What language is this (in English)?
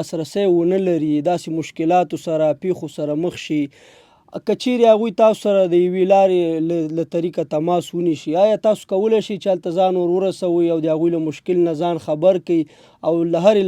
Pashto